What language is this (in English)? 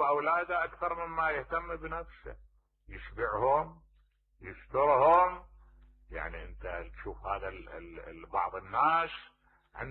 Mesopotamian Arabic